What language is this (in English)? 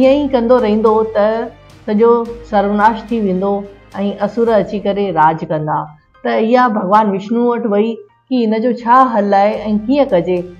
Sindhi